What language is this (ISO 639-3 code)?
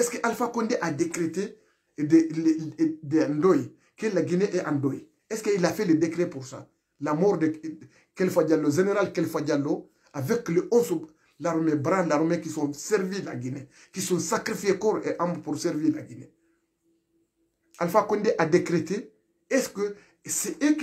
fra